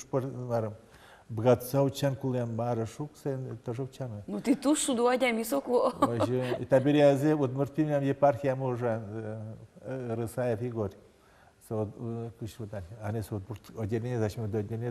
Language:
Udmurt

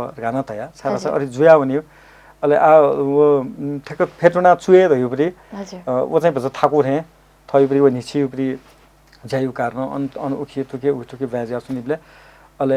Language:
Newari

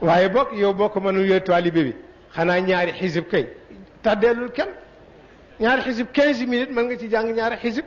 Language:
Wolof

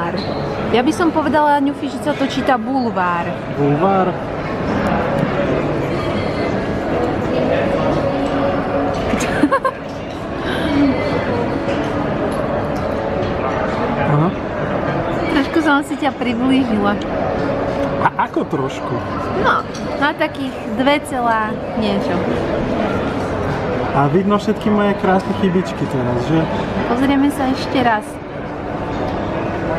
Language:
Slovak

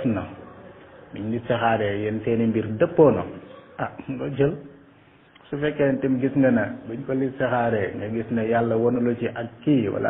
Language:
Wolof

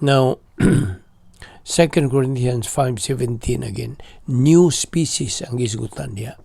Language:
Cebuano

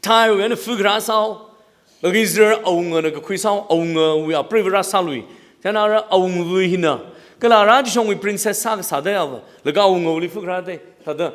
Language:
Tangkhul Naga (India)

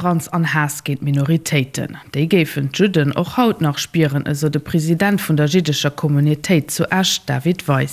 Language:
Luxembourgish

